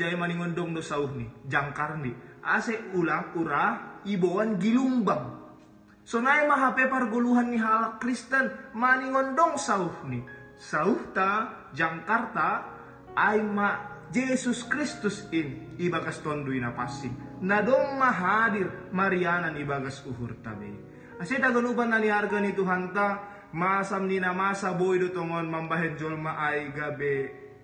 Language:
Batak Simalungun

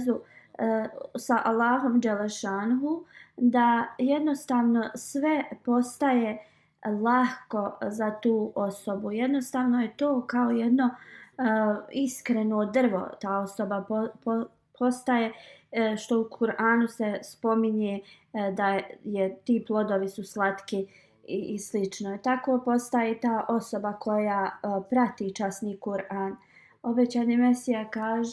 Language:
Bosnian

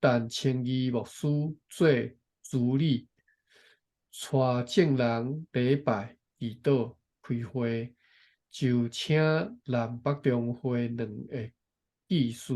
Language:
Min Nan Chinese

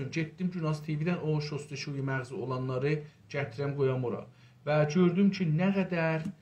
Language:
South Azerbaijani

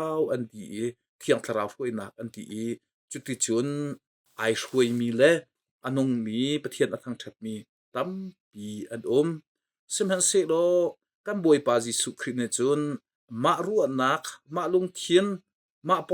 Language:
Hakha Chin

